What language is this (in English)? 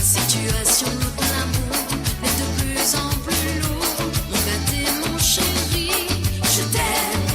Morisyen